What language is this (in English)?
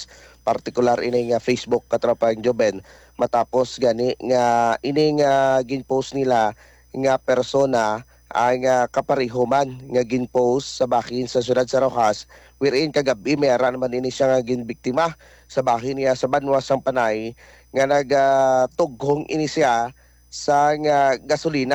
Hiligaynon